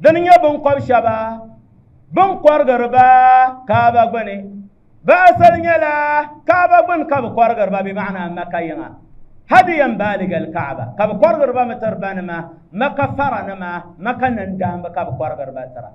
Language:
Dagbani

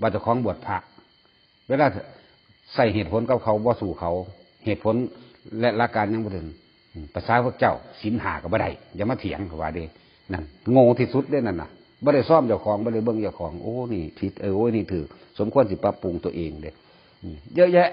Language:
Northeastern Thai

